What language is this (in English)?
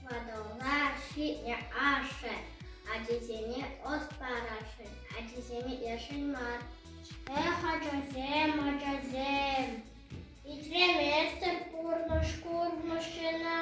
Chuvash